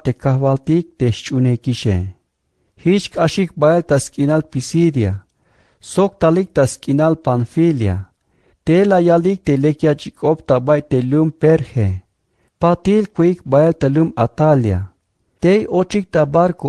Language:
Tzeltal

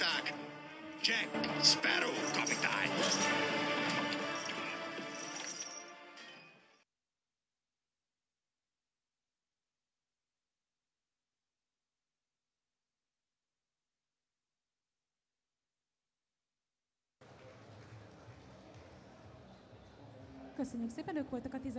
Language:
Hungarian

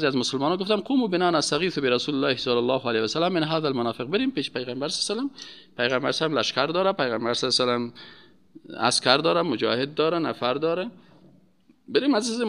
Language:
Persian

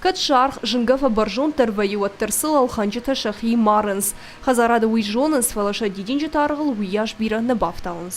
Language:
Ossetic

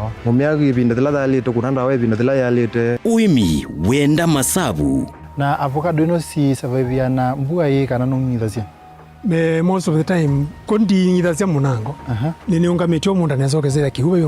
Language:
Kamba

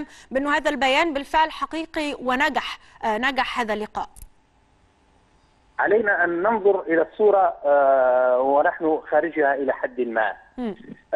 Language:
Egyptian Arabic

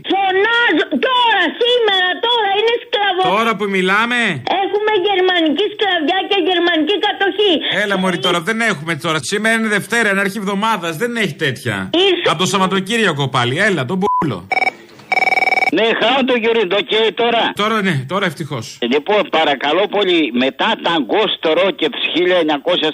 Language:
Greek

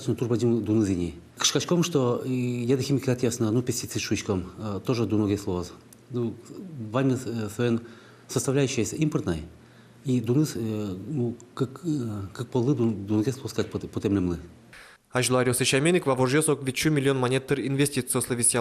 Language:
Udmurt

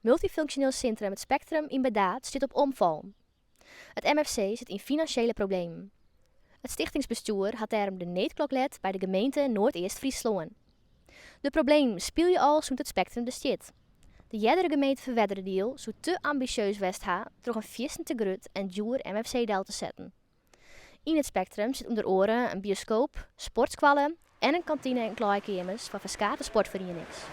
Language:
Western Frisian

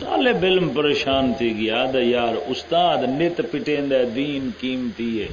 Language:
Saraiki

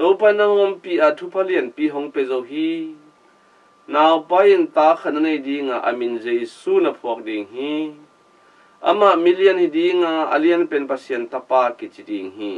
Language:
Tedim Chin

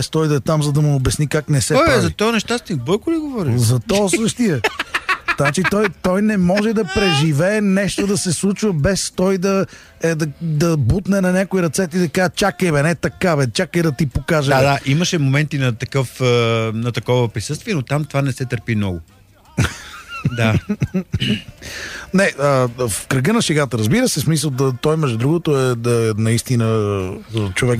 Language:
Bulgarian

